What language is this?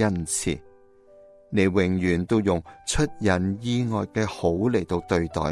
Cantonese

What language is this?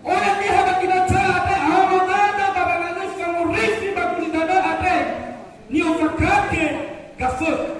Nias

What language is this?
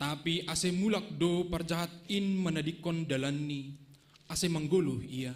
Batak Simalungun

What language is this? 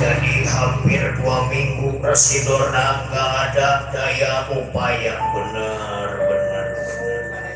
Betawi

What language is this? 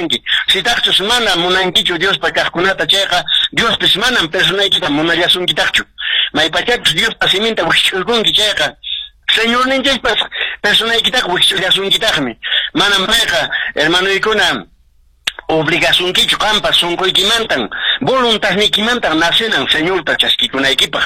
Quechua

